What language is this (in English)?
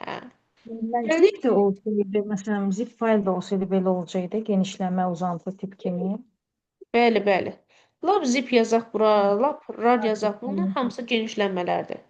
Azerbaijani